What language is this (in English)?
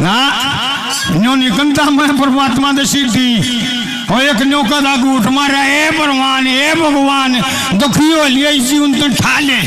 Haryanvi